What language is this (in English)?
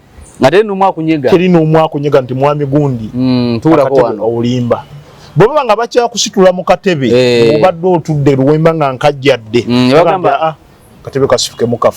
Ganda